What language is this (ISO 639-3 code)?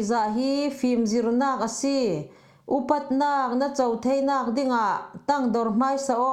cfm